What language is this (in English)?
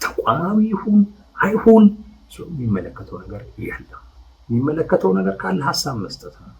Amharic